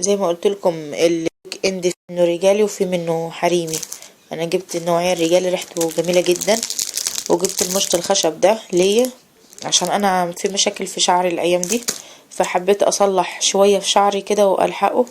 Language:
Egyptian Arabic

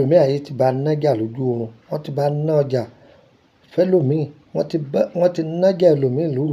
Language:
Yoruba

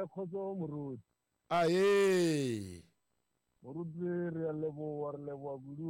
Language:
Tsonga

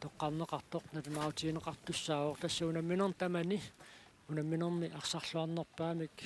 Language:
Kalaallisut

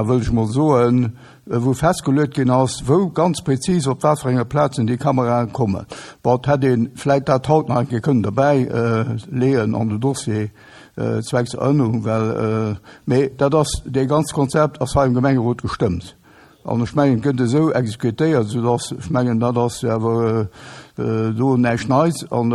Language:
Luxembourgish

